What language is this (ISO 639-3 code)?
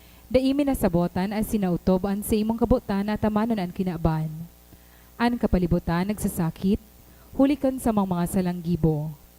bik